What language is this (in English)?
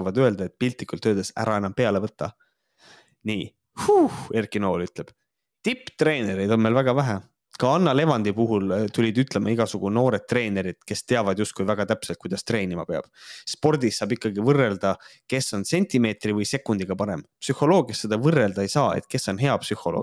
Estonian